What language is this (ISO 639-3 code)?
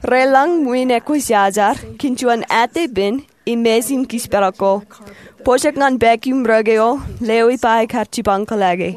mah